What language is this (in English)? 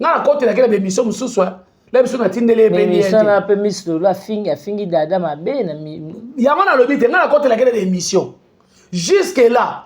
Lingala